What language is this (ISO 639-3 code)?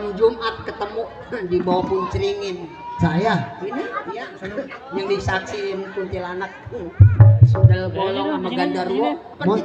bew